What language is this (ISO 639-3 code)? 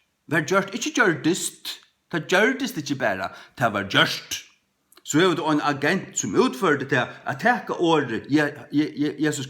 fao